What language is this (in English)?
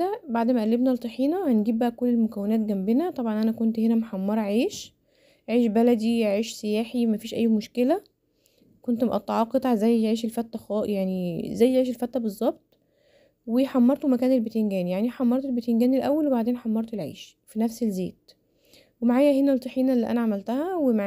Egyptian Arabic